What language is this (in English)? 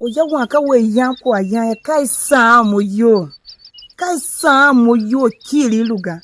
Tiv